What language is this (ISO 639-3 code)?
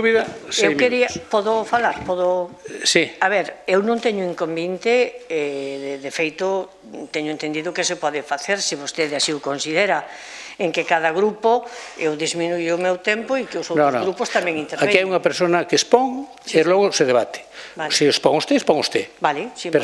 glg